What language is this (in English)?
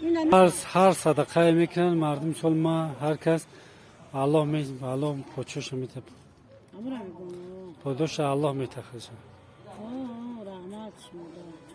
Tajik